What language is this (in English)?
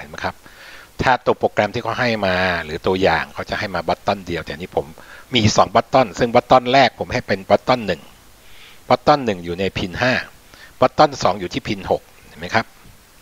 Thai